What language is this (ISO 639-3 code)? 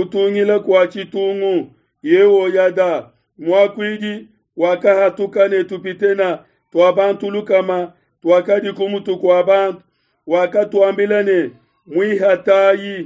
lua